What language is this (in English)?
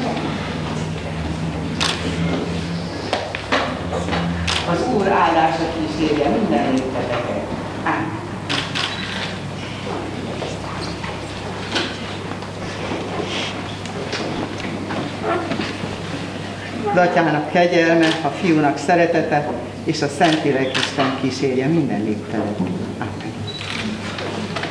Hungarian